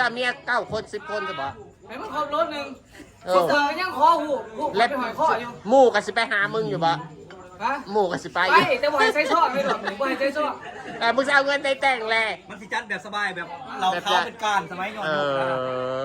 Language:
Northeastern Thai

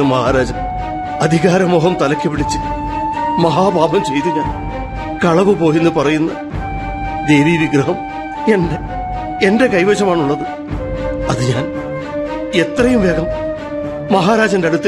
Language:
Malayalam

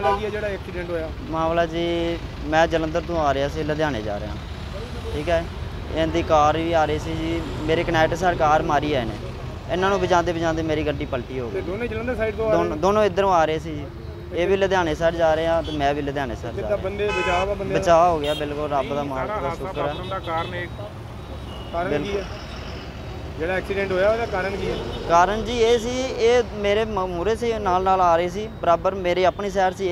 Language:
Punjabi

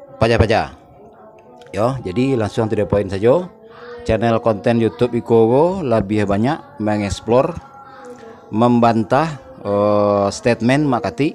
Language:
Minangkabau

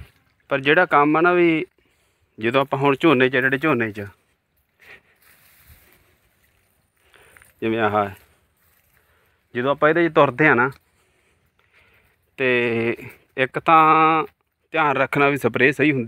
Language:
Punjabi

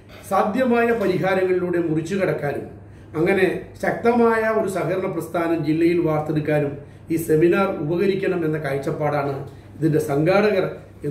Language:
Malayalam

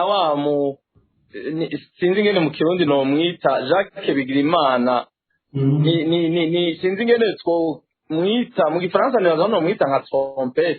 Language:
Rundi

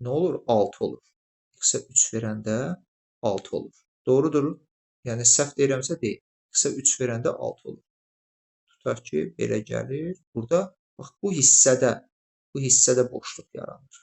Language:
Azerbaijani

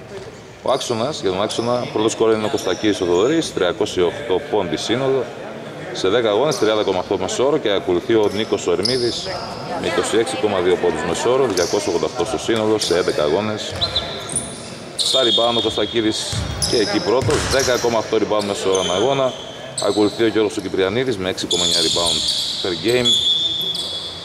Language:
Greek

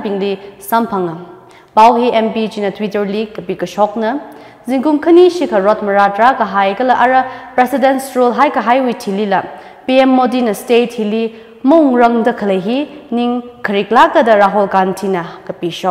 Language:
Tangkhul Naga (India)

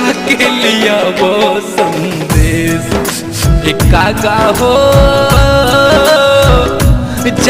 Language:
Bhojpuri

